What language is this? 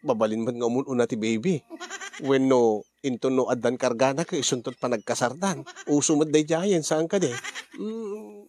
Iloko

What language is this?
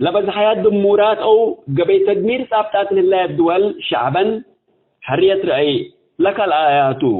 Tigre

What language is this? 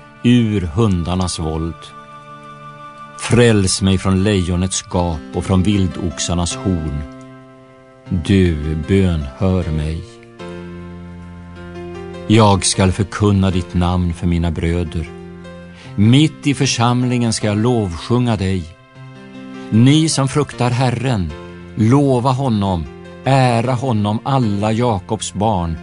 Swedish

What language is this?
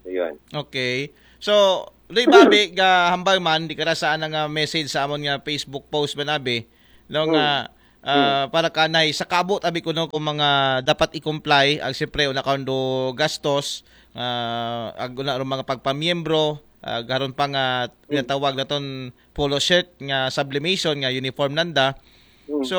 Aklanon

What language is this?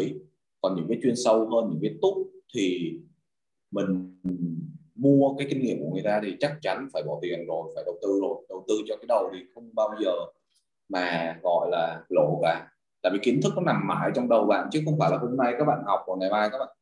Vietnamese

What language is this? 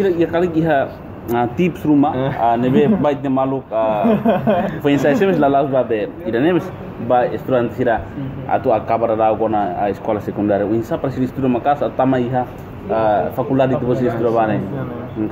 Tetum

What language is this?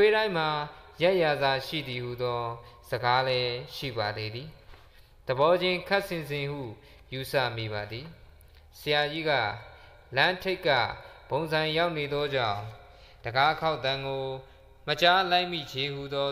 Burmese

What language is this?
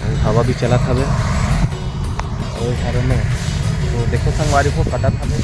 Chhattisgarhi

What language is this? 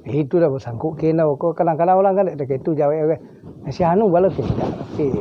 Minangkabau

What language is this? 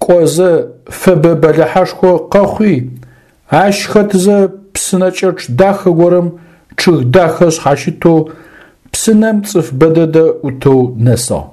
Adyghe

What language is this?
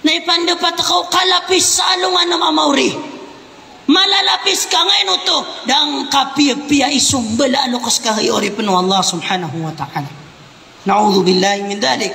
Maranao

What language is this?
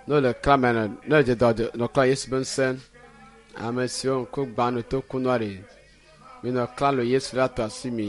Ewe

